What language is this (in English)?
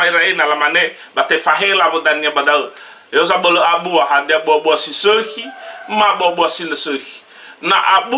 Nias